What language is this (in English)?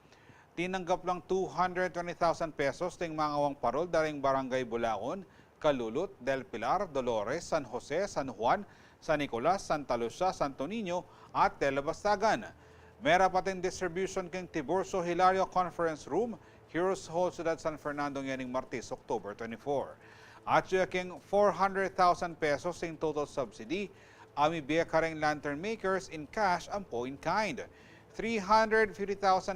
Pampanga